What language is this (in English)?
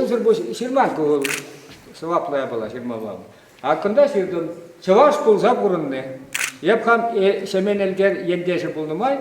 Chuvash